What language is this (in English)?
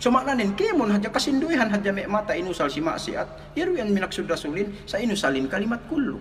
Yakan